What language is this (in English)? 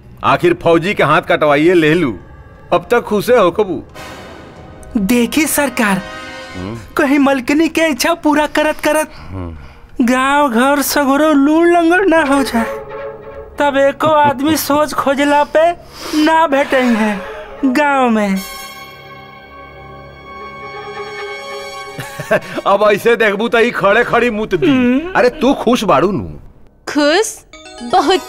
Bhojpuri